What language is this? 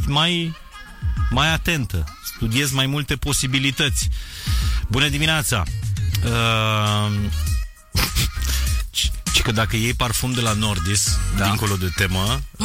Romanian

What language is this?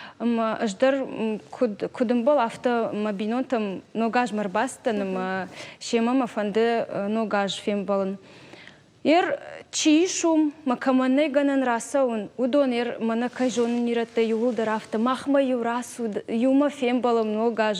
Ossetic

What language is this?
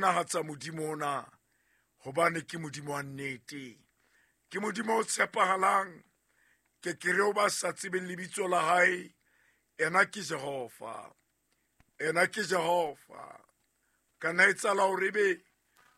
Southern Sotho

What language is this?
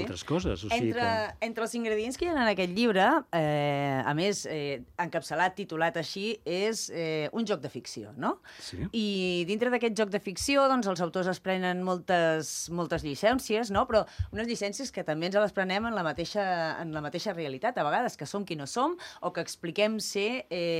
Catalan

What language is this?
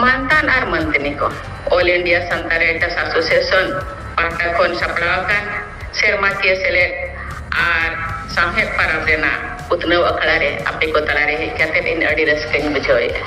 Santali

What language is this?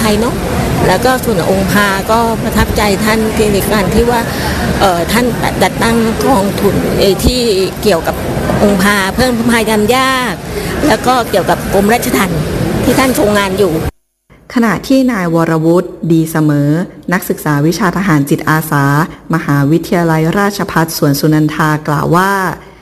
Thai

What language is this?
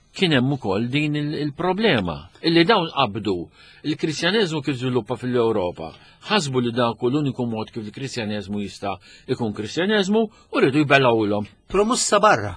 Maltese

